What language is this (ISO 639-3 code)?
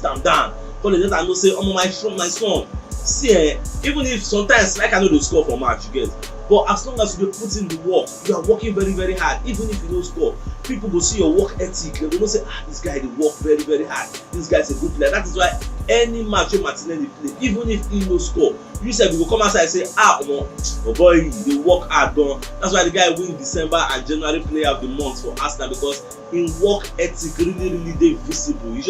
pcm